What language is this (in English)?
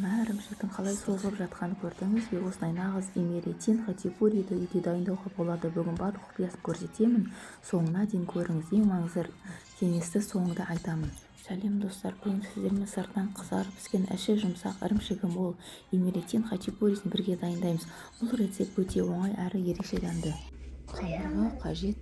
Kazakh